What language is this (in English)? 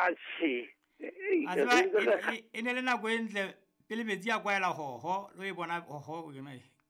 Southern Sotho